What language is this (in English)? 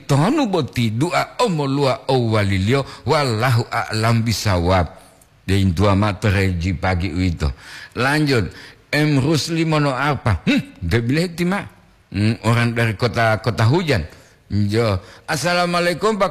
Gorontalo